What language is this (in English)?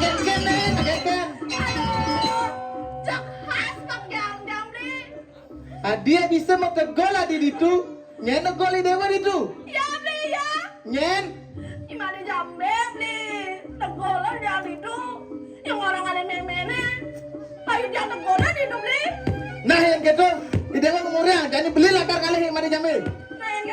Balinese